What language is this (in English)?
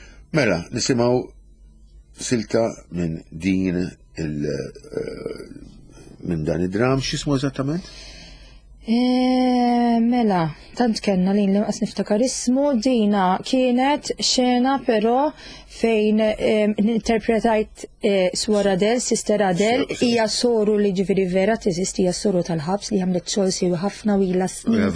Maltese